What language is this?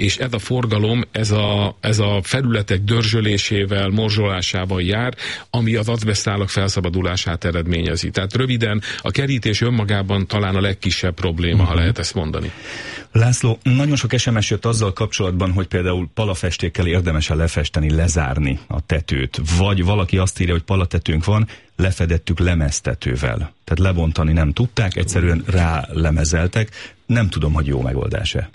Hungarian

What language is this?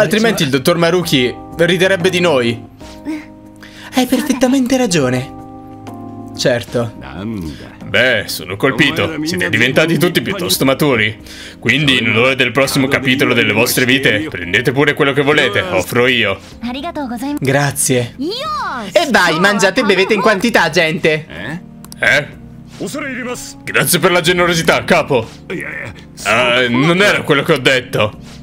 Italian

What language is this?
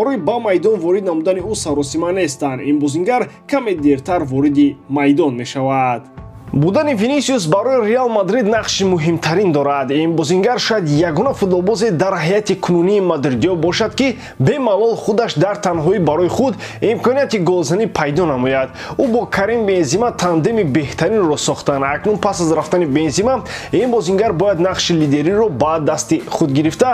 Tajik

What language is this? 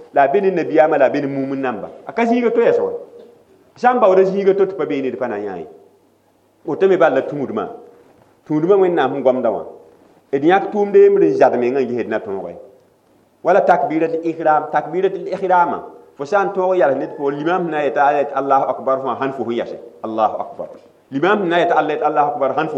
Mossi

